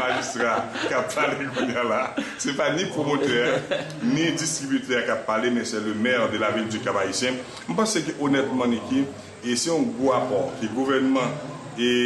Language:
Haitian Creole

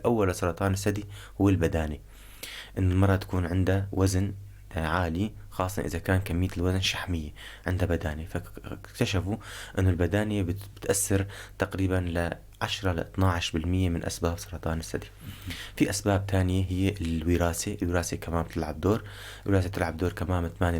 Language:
North Levantine Arabic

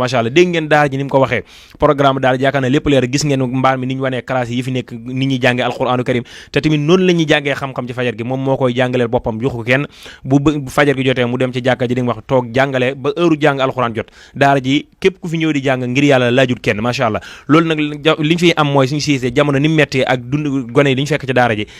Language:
Wolof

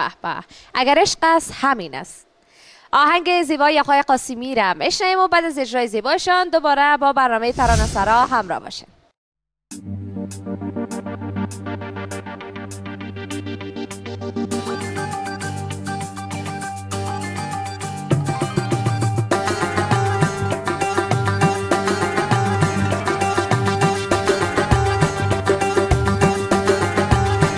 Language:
Persian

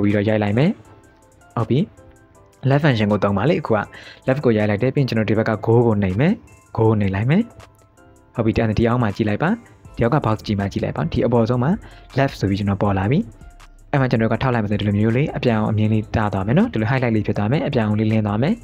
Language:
Burmese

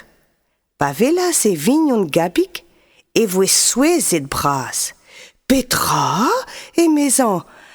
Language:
Breton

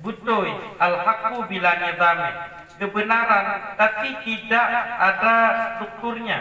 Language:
Achinese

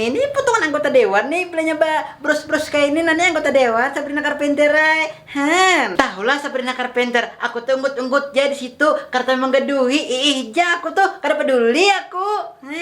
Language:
Banjar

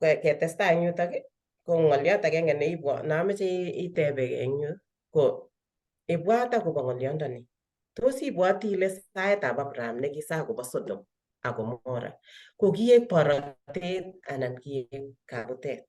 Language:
Kalenjin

